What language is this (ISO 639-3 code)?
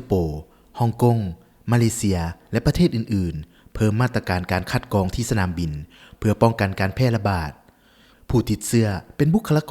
lao